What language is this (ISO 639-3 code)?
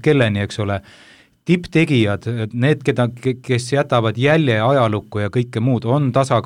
est